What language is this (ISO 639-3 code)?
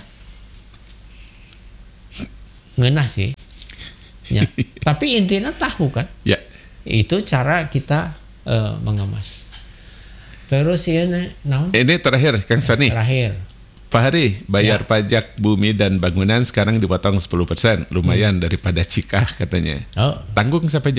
ind